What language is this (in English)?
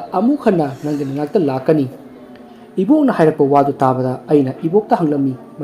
Manipuri